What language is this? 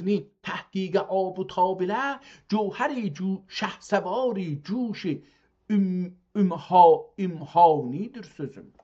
South Azerbaijani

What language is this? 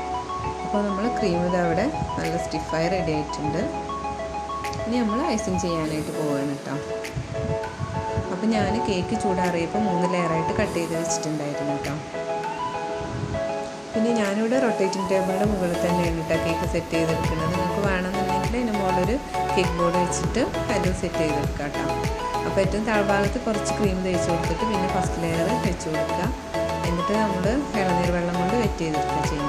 Malayalam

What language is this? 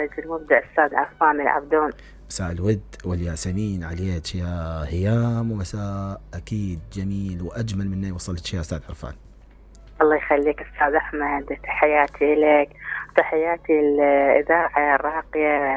Mesopotamian Arabic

